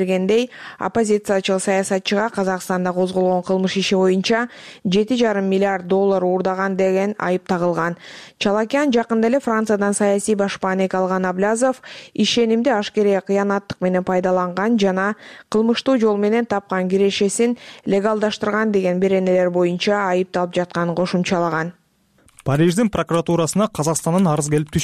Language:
Kyrgyz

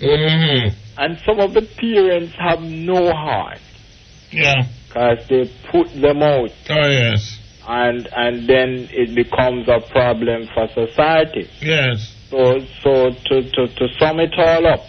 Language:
Jamaican Creole English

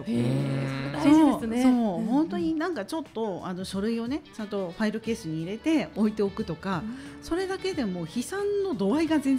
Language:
Japanese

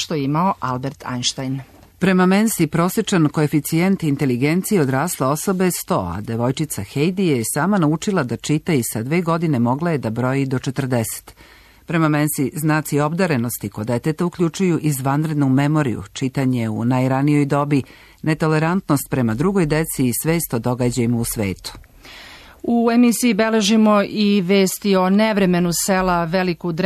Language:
Serbian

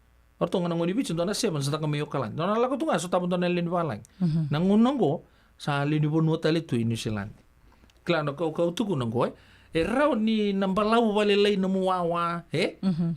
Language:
Fijian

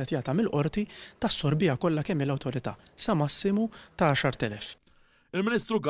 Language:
Maltese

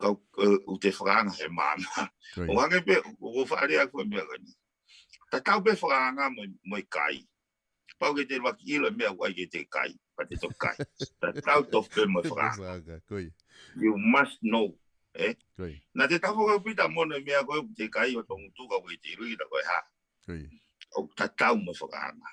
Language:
Tongan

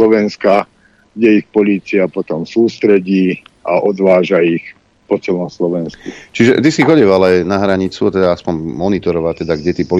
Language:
Slovak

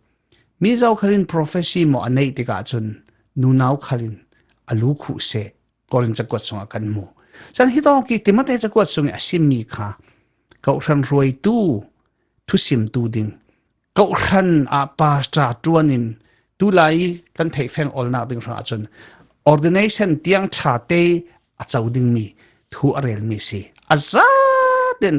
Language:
Falam Chin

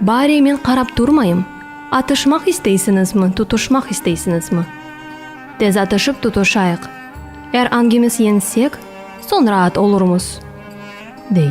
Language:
Crimean Tatar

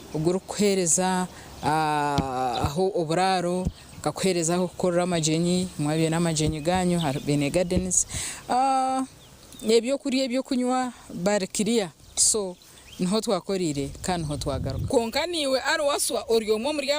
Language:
Nyankole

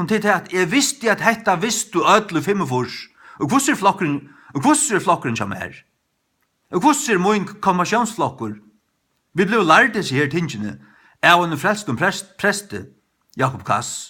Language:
Faroese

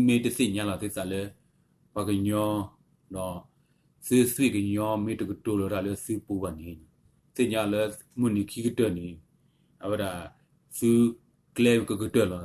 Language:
S'gaw Karen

